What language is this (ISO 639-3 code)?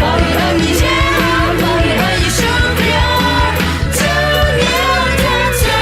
ahk